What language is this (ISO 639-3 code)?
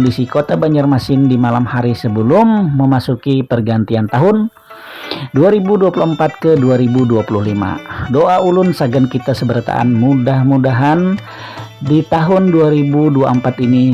bjn